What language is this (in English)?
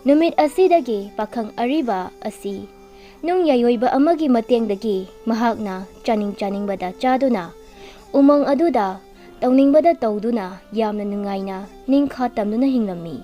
Manipuri